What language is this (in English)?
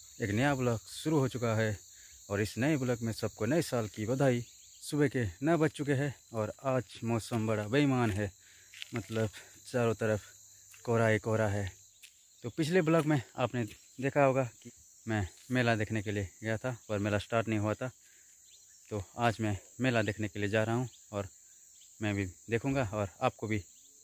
Hindi